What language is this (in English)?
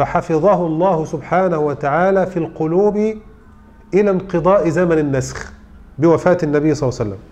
Arabic